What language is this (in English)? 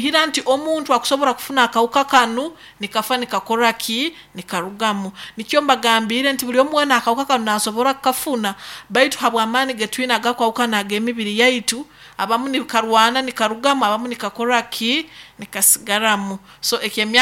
Nyoro